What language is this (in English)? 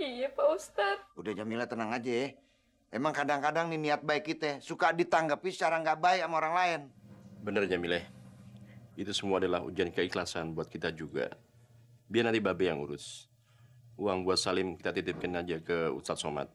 Betawi